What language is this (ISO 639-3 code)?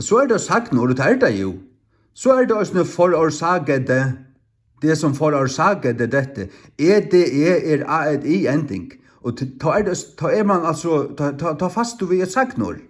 fao